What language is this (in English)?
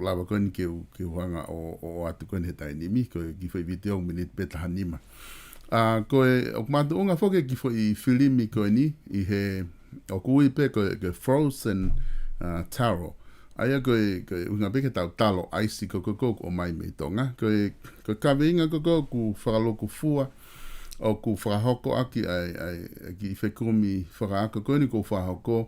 Tongan